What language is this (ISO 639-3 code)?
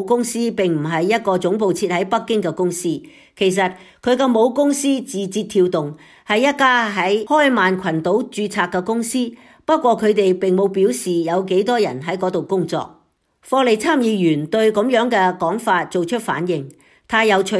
yue